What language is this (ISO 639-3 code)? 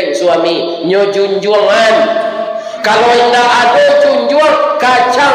min